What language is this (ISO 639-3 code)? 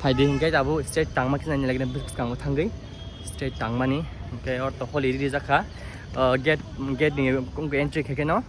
trp